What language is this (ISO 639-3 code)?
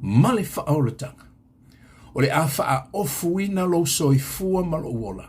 smo